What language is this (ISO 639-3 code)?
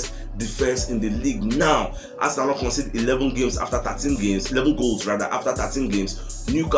pcm